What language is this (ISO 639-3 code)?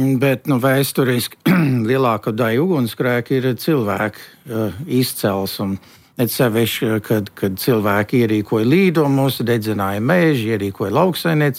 lav